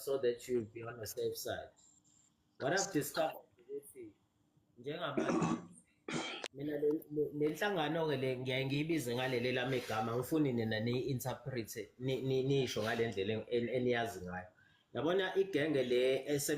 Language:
Zulu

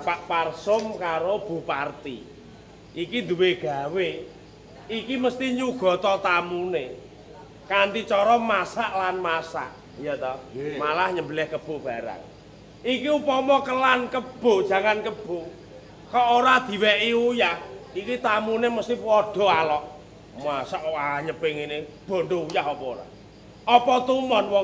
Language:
Javanese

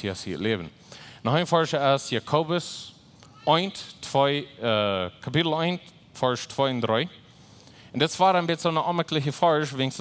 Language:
Plautdietsch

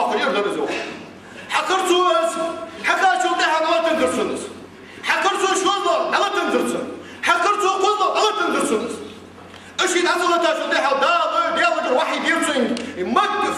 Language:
Ingush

